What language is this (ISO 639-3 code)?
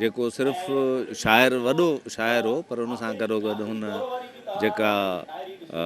snd